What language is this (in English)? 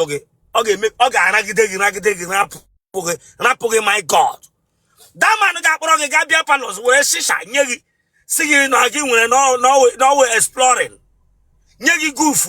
Igbo